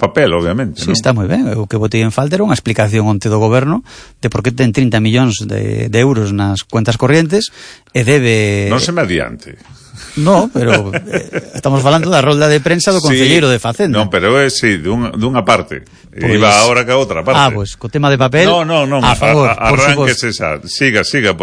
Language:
Galician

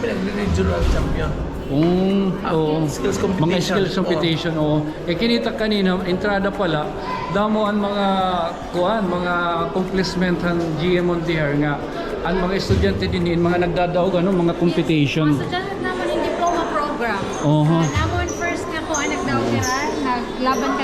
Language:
Waray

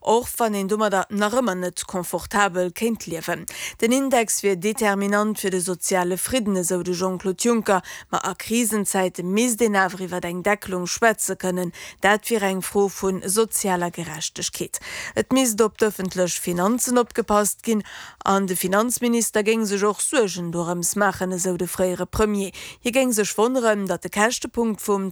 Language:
Luxembourgish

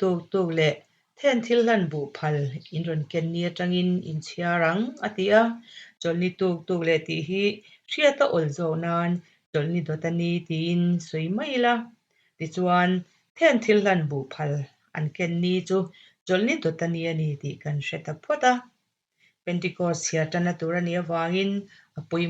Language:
Mizo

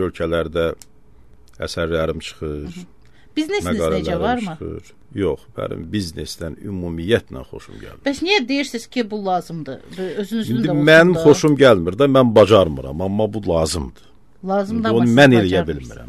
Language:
Azerbaijani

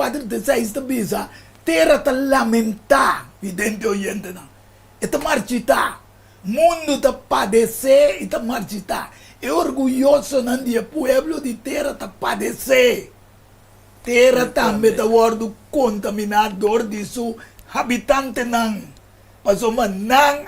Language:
Papiamento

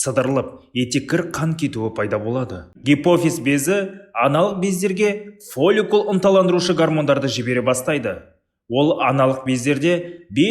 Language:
Kazakh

